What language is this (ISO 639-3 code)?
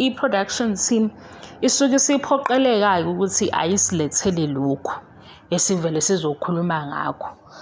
zul